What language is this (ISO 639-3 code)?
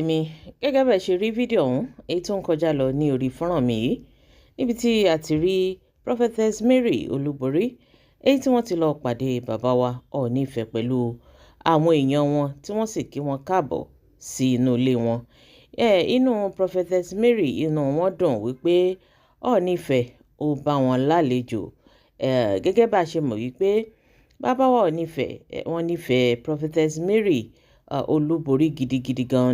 yor